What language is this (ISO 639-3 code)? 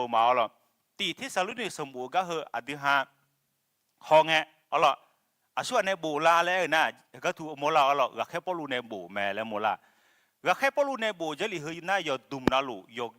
ahk